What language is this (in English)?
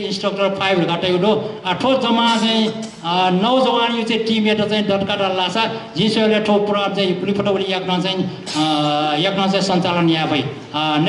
Newari